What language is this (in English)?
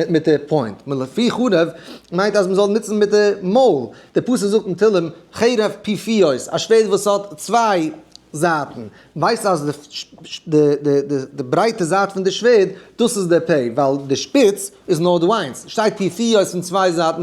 Yiddish